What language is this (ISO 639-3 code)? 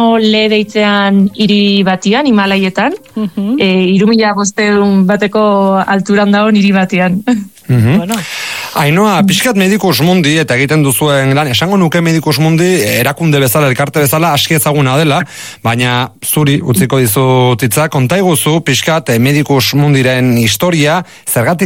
eus